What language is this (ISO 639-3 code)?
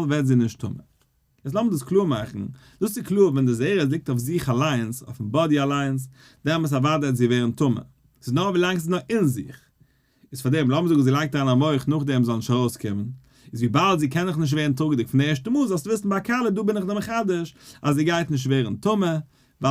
yid